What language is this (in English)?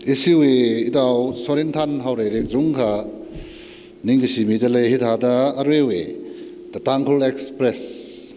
Tangkhul Naga (India)